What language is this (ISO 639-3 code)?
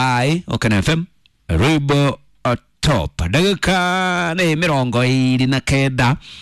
kik